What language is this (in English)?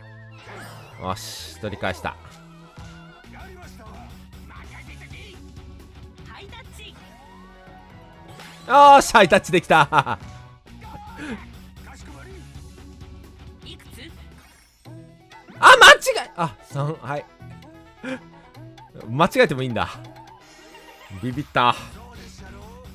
Japanese